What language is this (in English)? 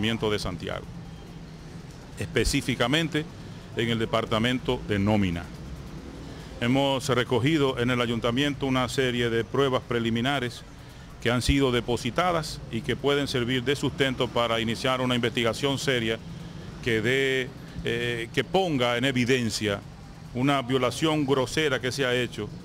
Spanish